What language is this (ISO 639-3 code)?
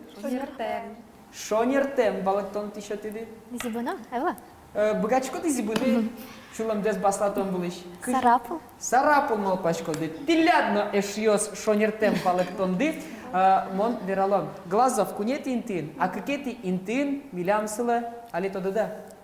udm